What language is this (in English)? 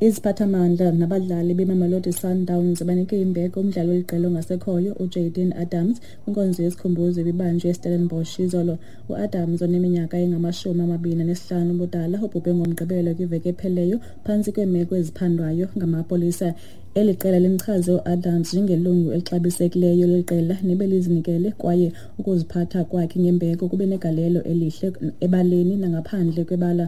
Xhosa